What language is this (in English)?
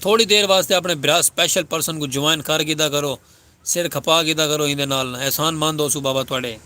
Saraiki